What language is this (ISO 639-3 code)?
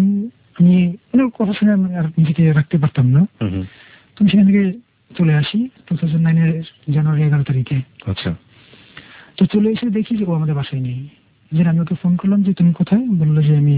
ben